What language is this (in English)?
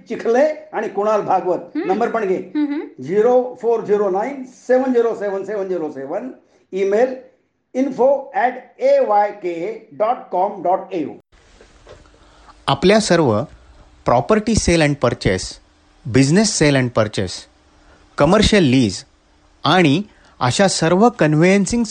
Marathi